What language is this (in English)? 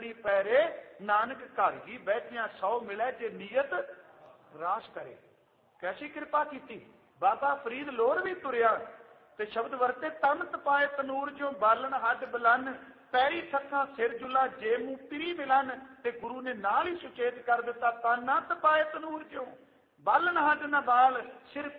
Punjabi